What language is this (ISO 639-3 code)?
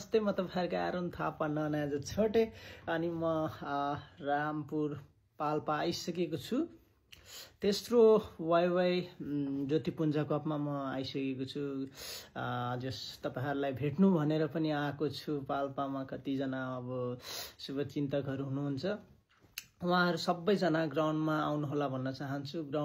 nep